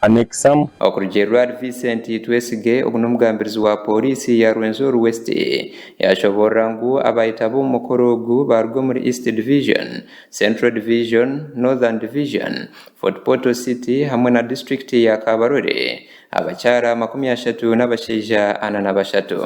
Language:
Nyankole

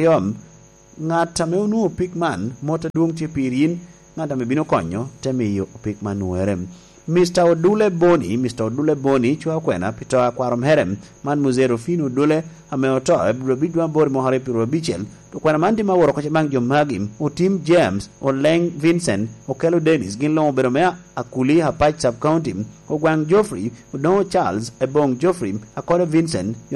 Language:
Lango (Uganda)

